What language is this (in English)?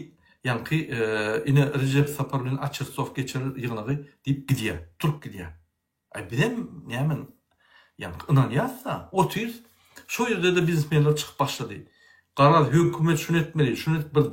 Turkmen